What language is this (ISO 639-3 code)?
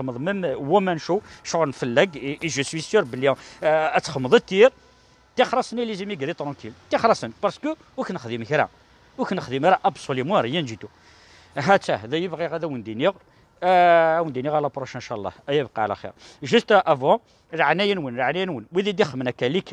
kab